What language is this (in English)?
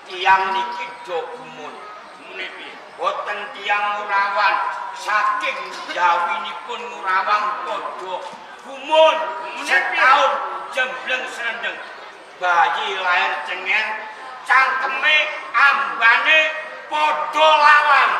Javanese